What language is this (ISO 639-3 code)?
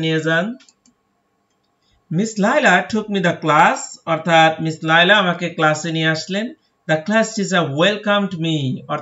ben